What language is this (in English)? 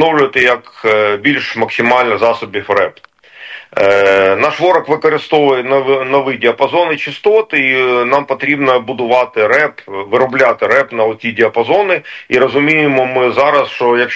Ukrainian